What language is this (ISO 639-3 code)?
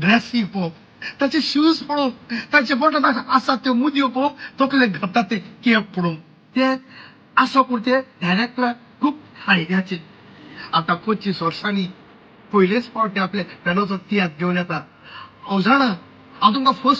kok